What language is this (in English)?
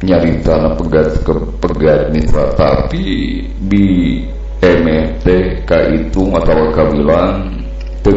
Sundanese